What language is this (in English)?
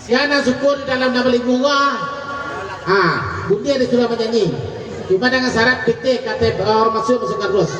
Minangkabau